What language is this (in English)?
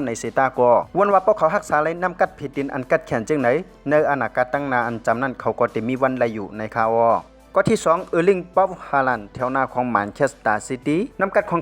Shan